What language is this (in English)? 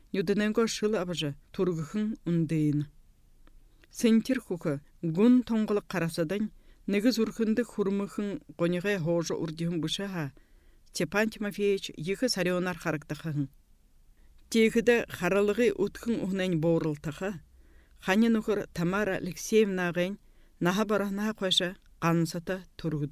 Buriat